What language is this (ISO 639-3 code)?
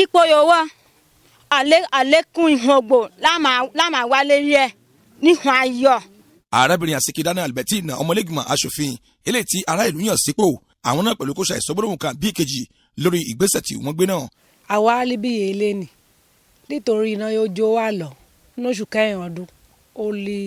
yor